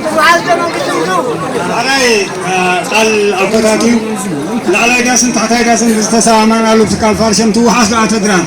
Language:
Tigrinya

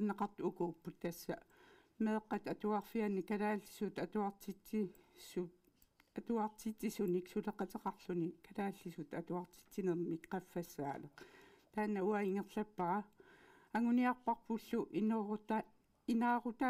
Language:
Kalaallisut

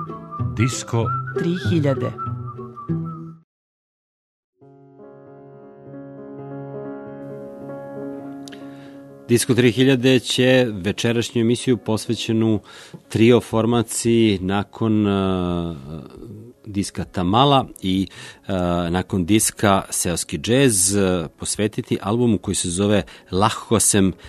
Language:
Serbian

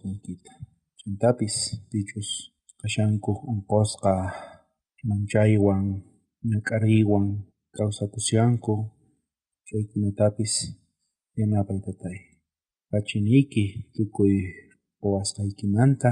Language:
South Bolivian Quechua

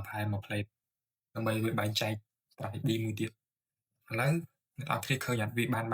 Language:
Khmer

